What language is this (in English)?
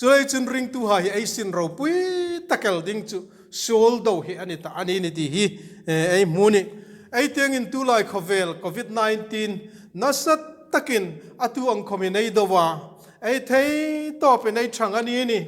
Hmar